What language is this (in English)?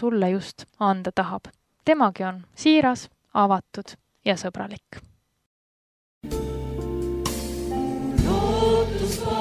Estonian